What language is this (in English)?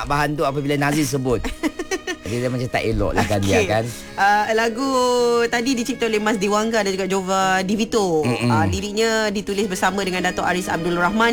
Malay